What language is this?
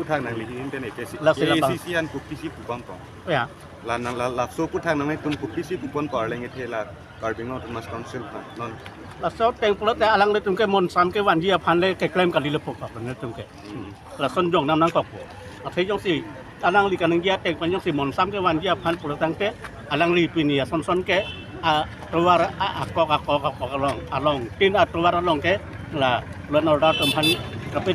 Karbi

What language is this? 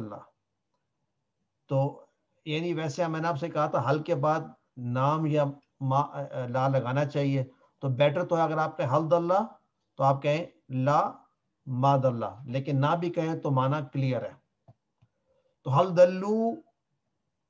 Urdu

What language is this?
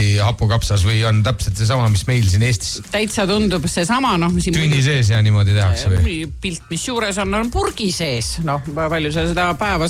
Estonian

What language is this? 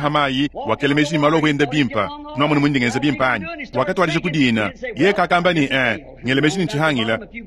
Luba-Lulua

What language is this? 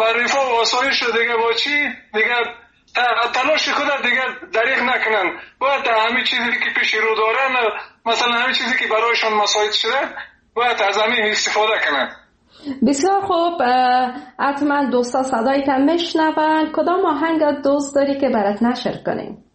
Persian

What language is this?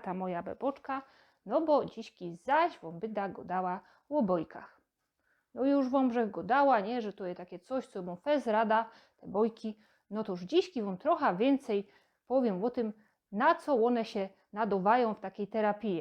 Silesian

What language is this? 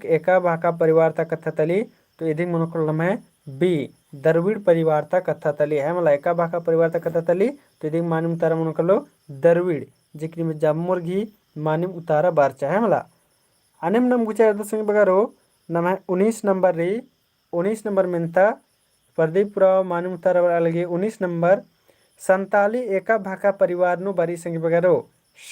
Kurukh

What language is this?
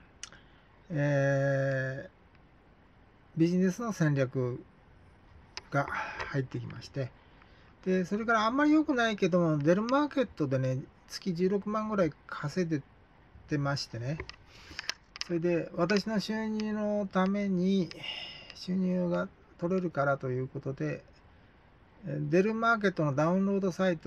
Japanese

